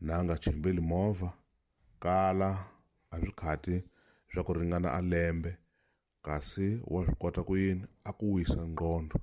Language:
Tsonga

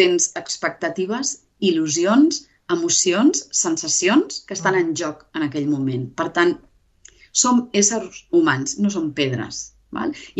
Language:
Catalan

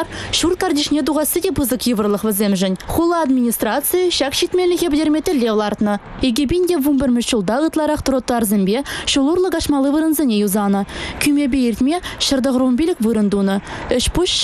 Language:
Chuvash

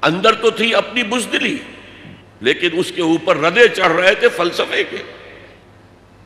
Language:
Urdu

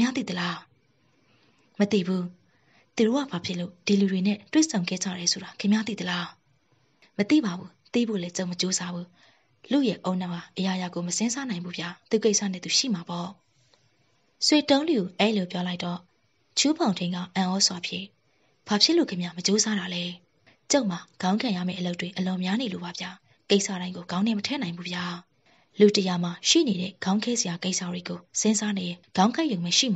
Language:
Burmese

